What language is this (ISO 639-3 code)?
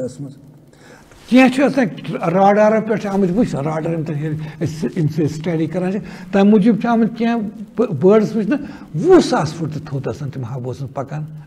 kas